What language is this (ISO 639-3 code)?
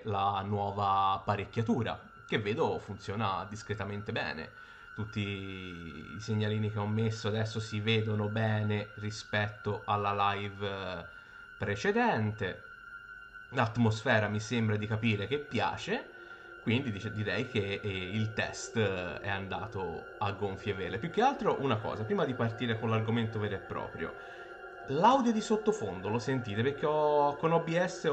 ita